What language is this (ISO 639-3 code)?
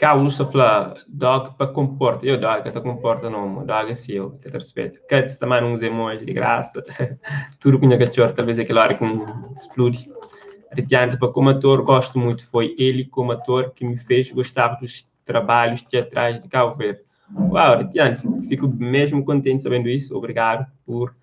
kea